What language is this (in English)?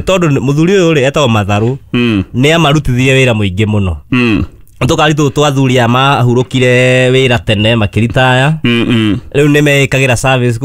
Kikuyu